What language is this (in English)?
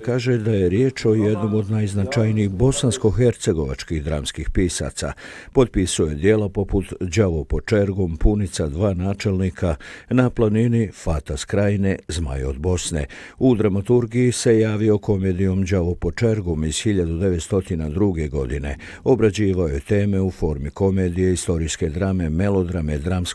Bosnian